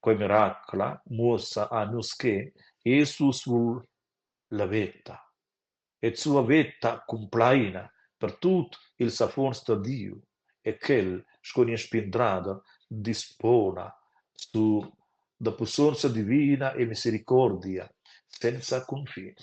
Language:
Romansh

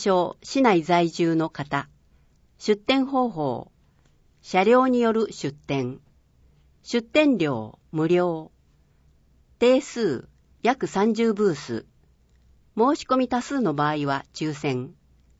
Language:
Japanese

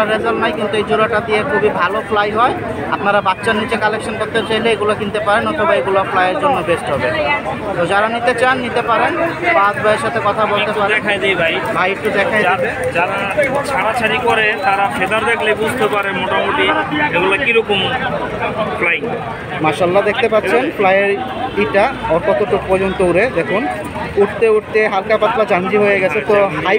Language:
Bangla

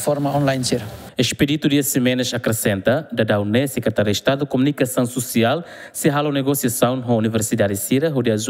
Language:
Tetum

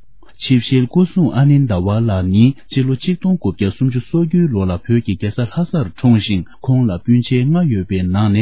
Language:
Tibetan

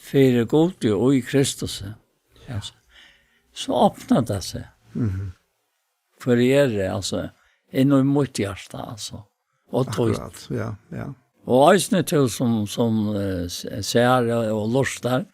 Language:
Faroese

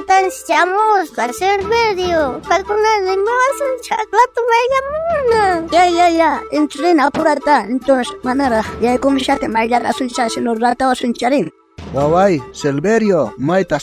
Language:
South Bolivian Quechua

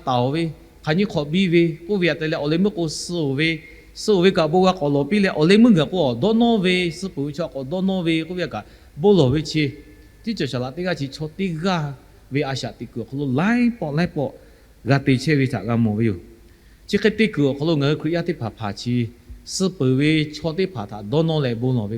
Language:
Lahu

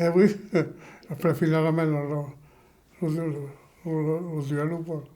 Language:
Occitan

